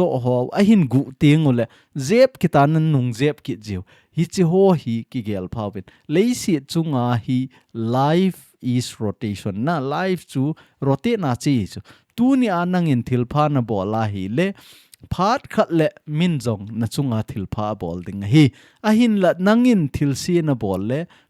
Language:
Thado Chin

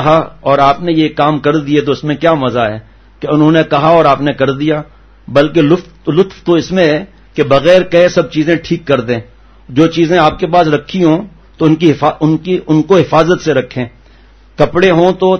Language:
Urdu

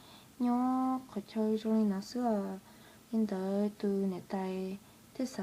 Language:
Hmong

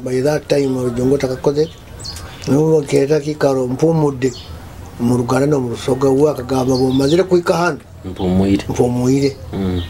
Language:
Nyoro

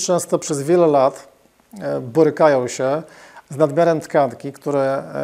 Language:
Polish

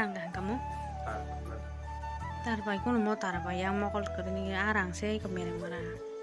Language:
Kok Borok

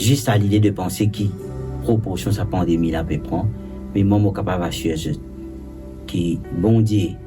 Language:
Morisyen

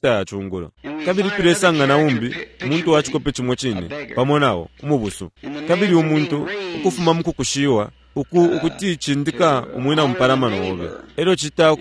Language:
Bemba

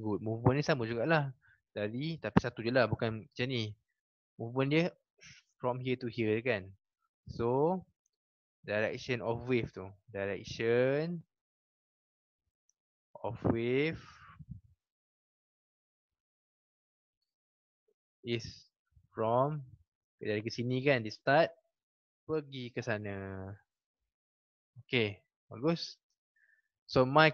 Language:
Malay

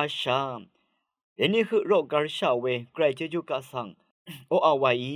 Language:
Rawang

